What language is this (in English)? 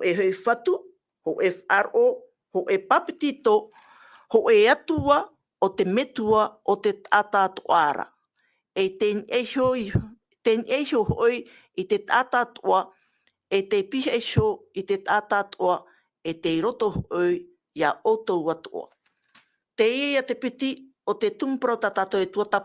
Tahitian